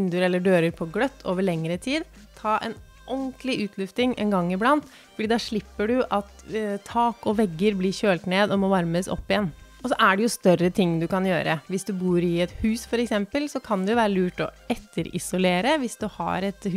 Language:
Norwegian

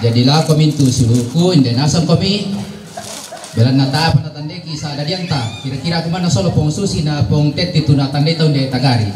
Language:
Toraja-Sa'dan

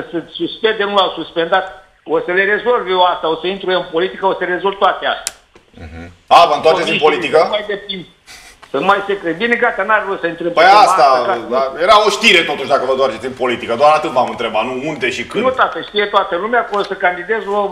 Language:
Romanian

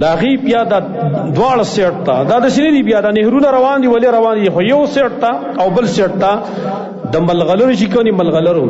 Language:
Pashto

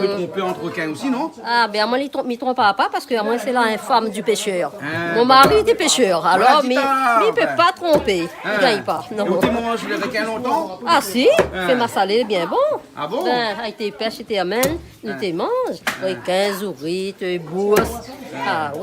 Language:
Réunion Creole French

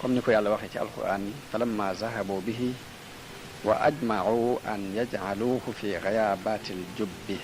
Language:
Wolof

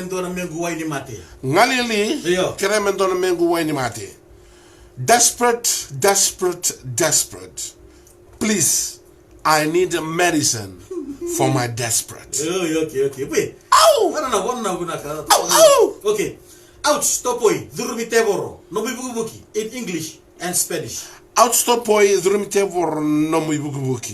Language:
Fijian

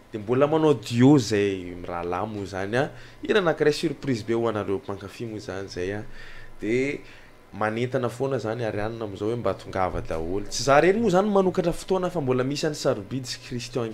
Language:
Malagasy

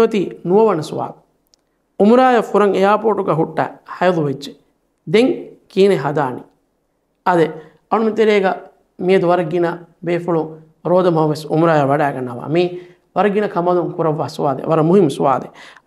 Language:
Divehi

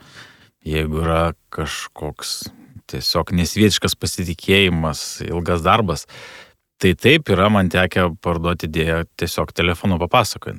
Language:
Lithuanian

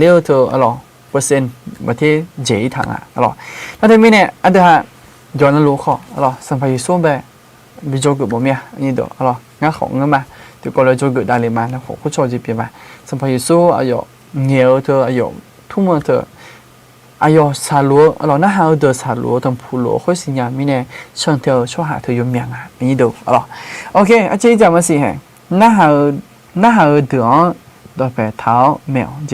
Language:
Akha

